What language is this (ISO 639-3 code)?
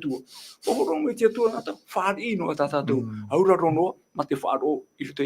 tah